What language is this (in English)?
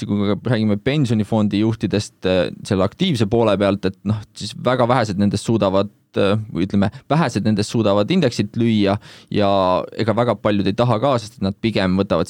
Estonian